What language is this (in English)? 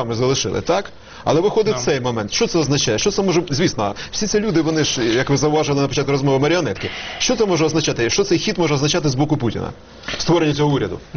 Ukrainian